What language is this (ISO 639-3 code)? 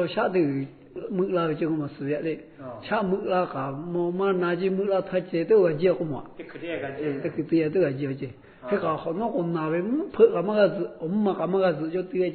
lhu